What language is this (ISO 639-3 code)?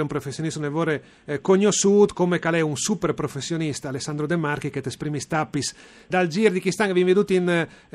fur